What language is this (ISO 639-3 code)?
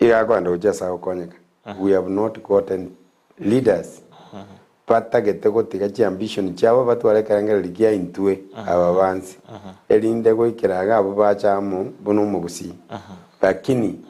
guz